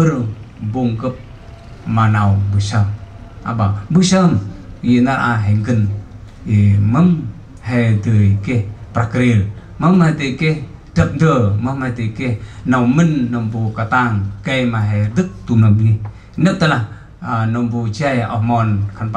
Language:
Central Mnong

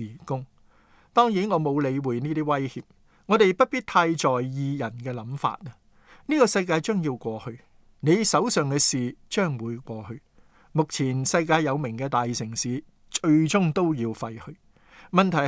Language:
Cantonese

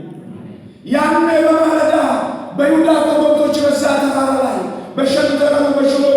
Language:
Amharic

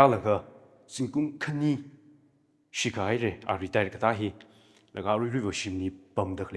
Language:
Tangkhul Naga (India)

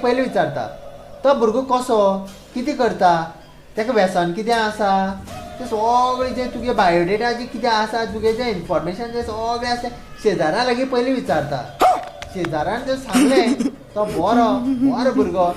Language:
Konkani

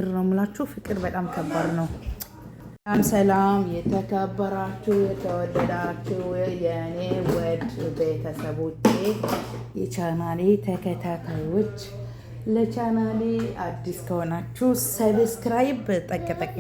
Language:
Amharic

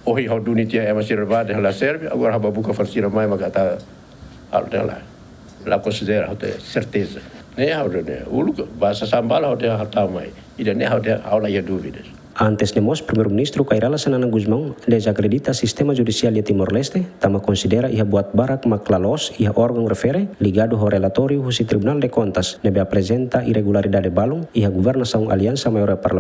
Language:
Tetum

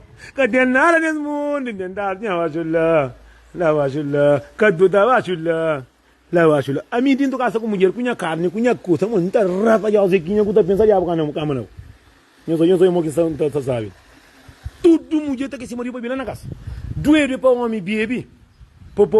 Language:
Kabuverdianu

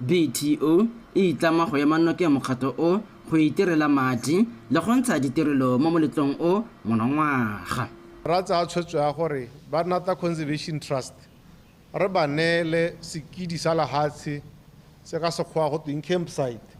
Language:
Tswana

